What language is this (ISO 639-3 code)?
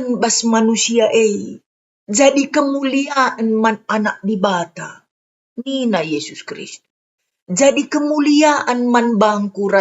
btx